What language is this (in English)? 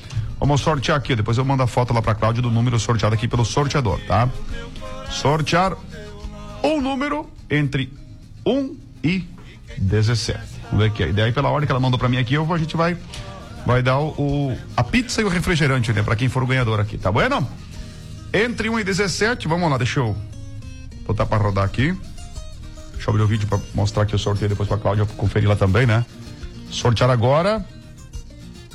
Portuguese